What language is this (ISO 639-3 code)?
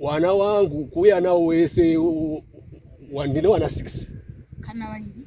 sna